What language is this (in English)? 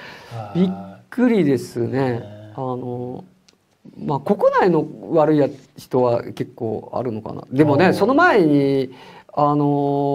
Japanese